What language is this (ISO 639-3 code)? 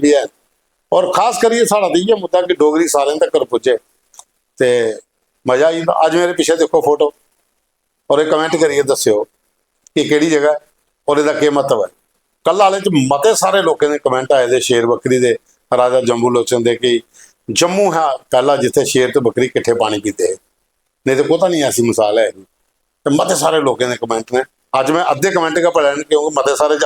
doi